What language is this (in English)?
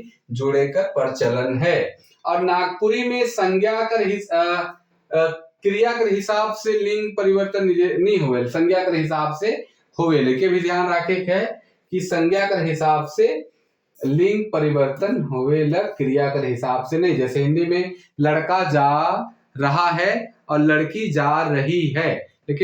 Sadri